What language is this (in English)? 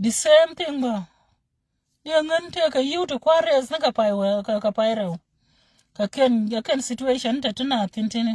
Nuer